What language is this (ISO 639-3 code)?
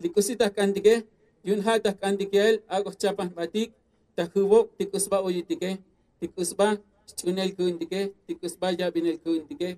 tzo